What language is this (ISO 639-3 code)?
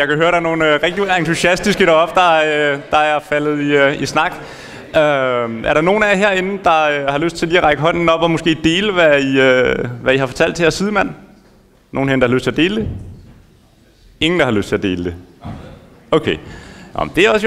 dan